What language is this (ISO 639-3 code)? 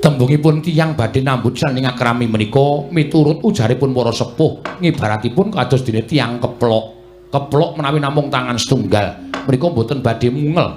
jav